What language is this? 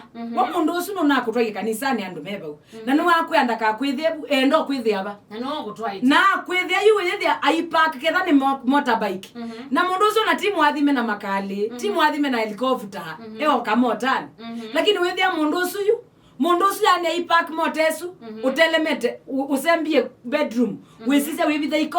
Kamba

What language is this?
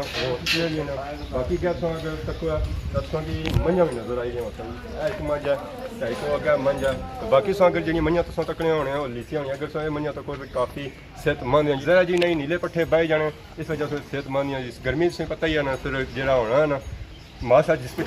Pahari-Potwari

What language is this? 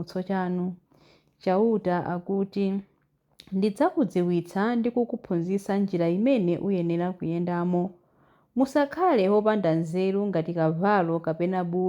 Nyanja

